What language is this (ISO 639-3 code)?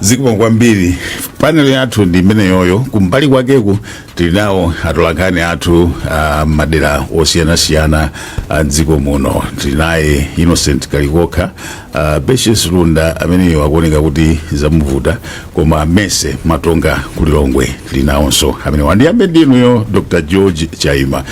nya